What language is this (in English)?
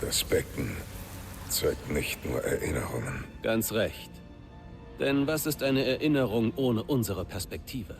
Bavarian